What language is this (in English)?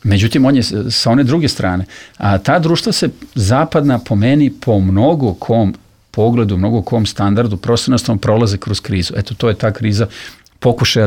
Serbian